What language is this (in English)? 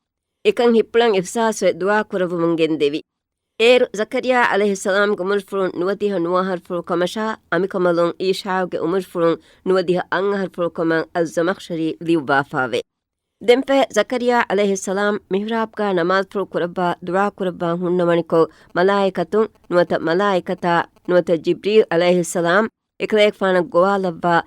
Divehi